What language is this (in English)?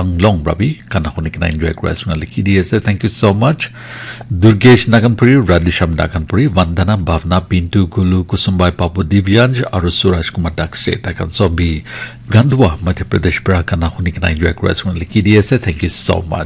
Naga Pidgin